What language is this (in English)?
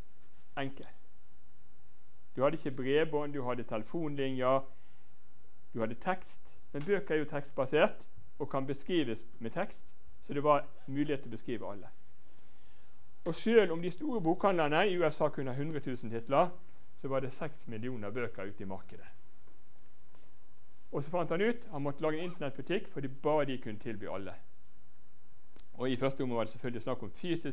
Norwegian